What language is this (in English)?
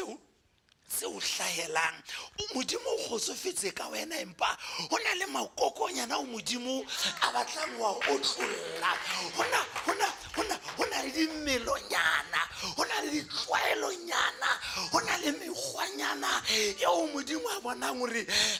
Southern Sotho